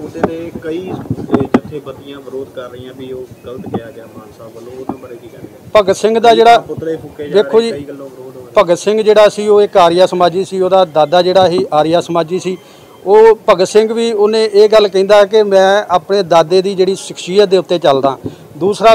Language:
Punjabi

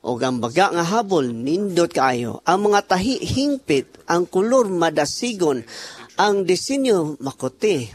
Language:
Cebuano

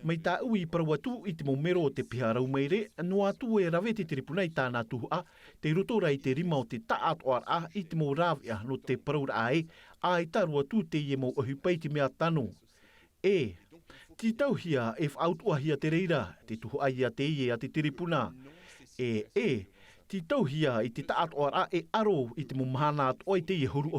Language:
Tahitian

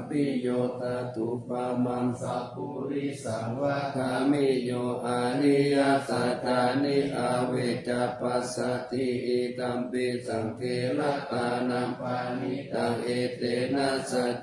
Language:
Pali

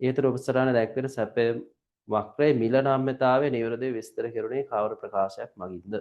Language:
Sinhala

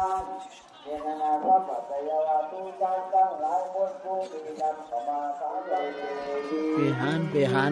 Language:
Lao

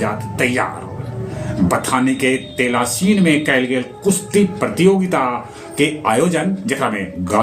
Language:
Magahi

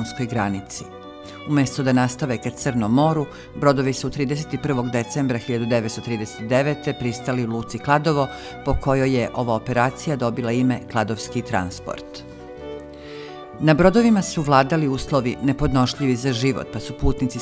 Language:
Serbian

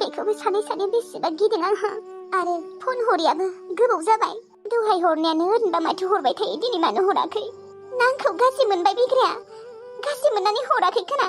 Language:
Bodo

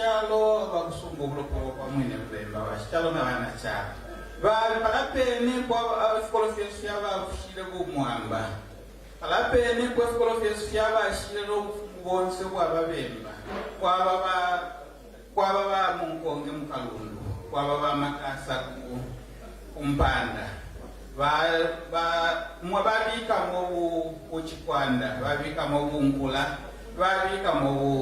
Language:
Bemba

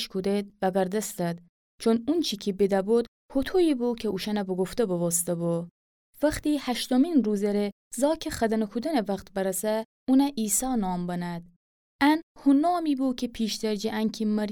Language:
Gilaki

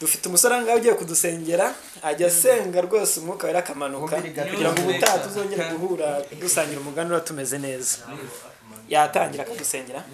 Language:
Kinyarwanda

